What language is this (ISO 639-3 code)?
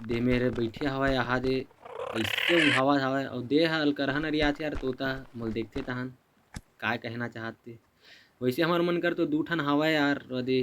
hne